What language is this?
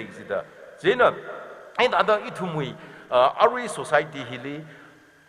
Tangkhul Naga (India)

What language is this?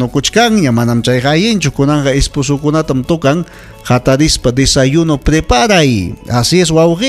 Ayacucho Quechua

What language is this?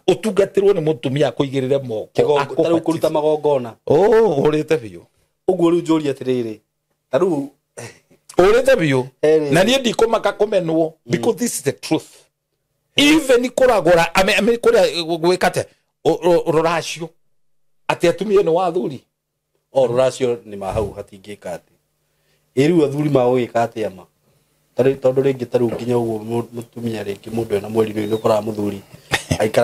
Kikuyu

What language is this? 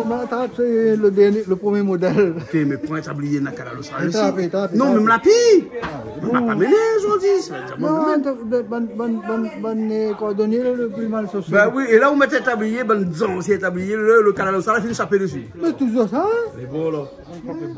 Réunion Creole French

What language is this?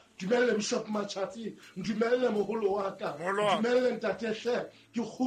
Southern Sotho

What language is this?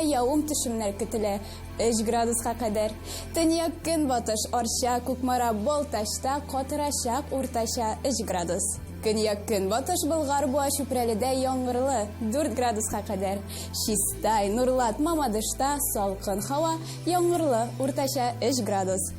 Tatar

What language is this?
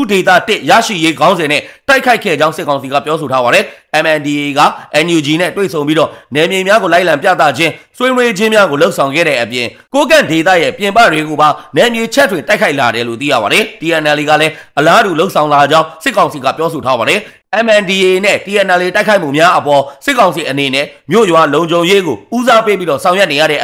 Burmese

